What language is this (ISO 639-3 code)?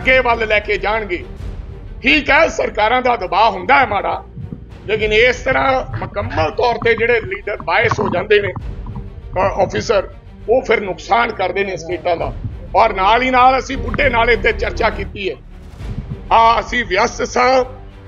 pan